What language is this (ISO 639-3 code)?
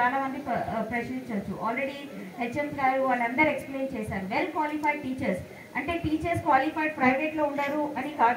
tel